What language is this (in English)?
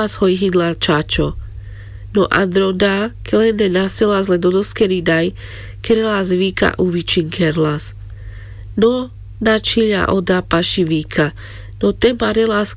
Carpathian Romani